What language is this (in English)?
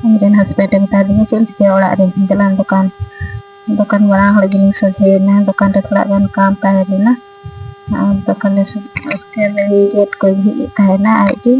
Santali